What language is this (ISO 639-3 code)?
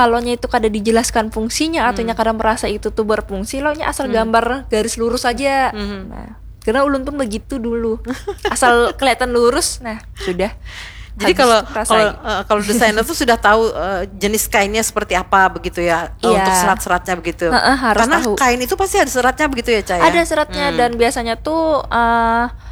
bjn